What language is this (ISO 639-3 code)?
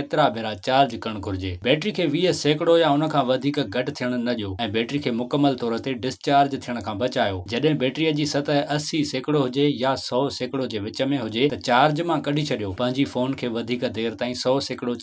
snd